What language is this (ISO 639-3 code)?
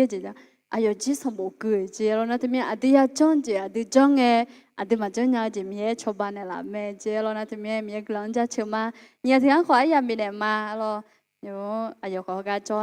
ahk